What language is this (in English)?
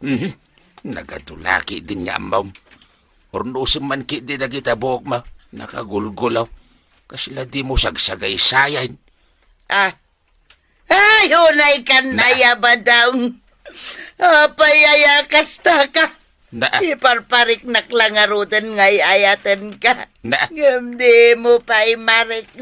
Iloko